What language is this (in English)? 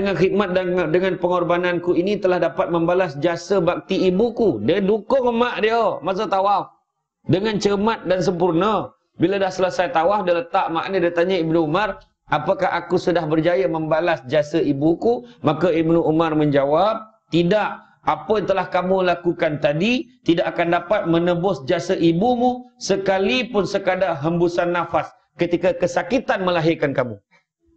Malay